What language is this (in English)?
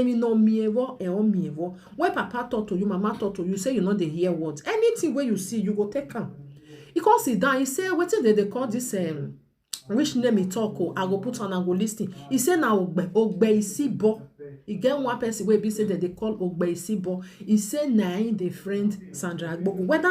Nigerian Pidgin